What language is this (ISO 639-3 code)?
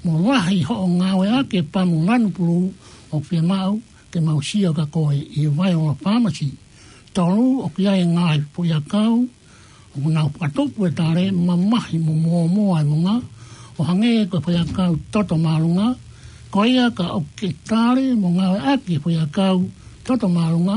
ton